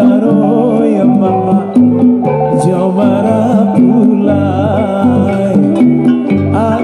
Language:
Minangkabau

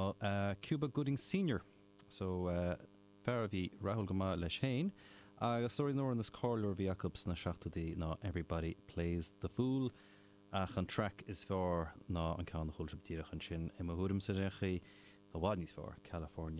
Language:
Irish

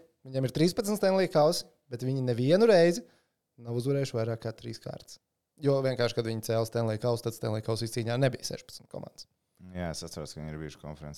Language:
Latvian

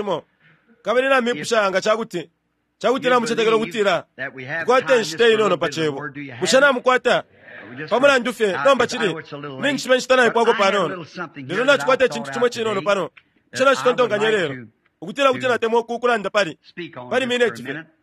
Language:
Bemba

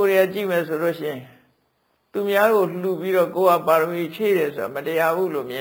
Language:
Burmese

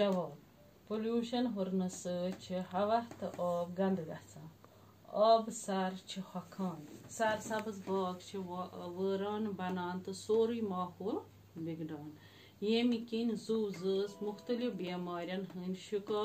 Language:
Kashmiri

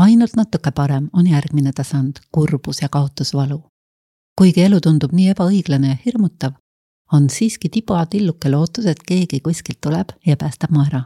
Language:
Estonian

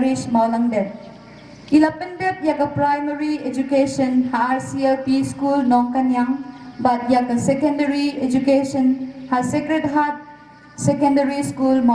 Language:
Khasi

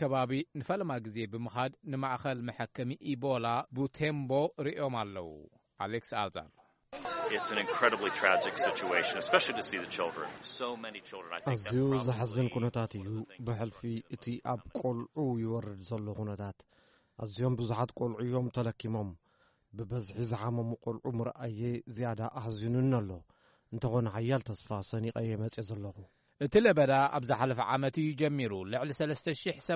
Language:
Tigrinya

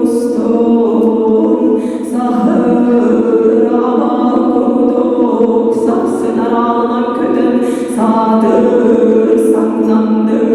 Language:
Yakut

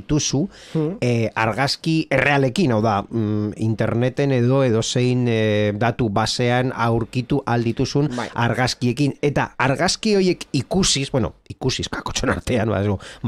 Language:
Basque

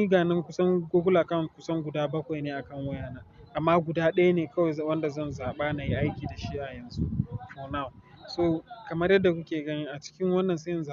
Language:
Hausa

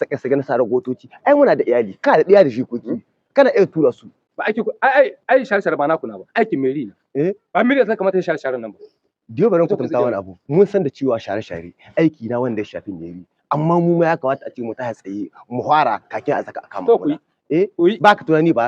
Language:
Hausa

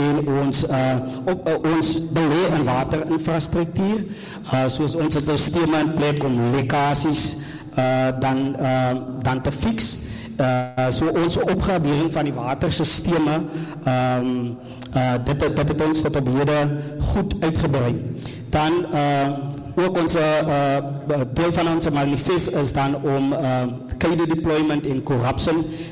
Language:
Afrikaans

